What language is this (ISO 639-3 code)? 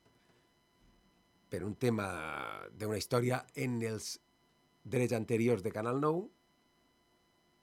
cat